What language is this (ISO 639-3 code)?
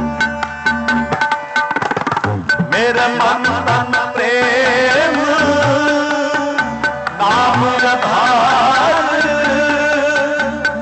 hin